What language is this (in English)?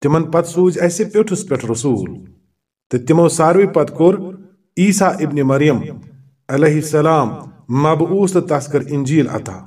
Kashmiri